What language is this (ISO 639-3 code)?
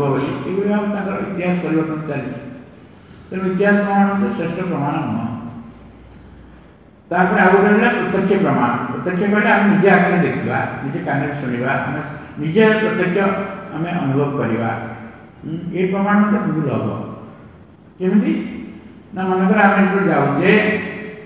ori